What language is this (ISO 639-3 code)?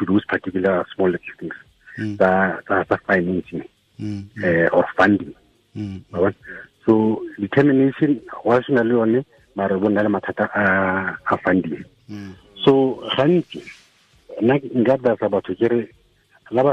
tsn